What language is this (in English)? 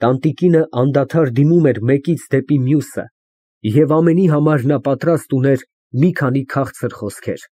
Armenian